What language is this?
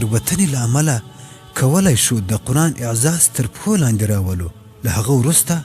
Pashto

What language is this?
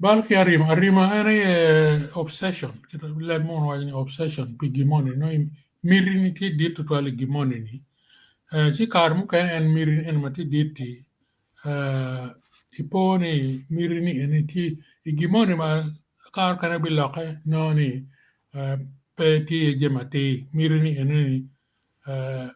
Acoli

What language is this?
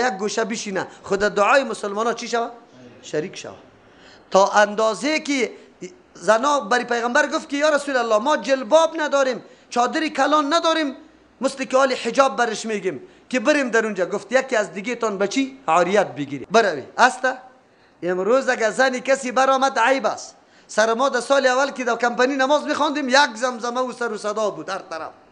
Persian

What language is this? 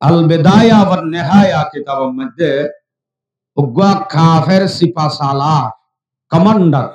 Rohingya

